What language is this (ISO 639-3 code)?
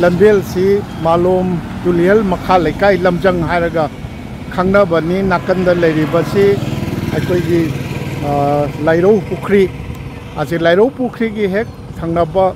mni